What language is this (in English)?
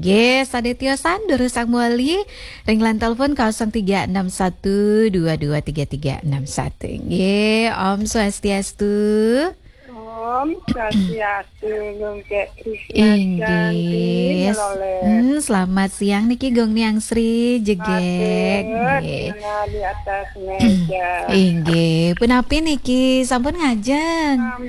Balinese